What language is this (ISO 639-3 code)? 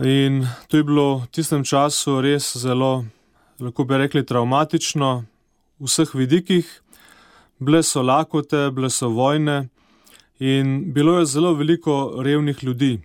slv